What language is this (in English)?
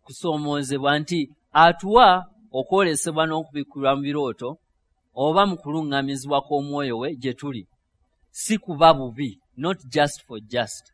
Ganda